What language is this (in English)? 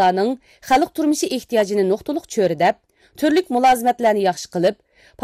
Uyghur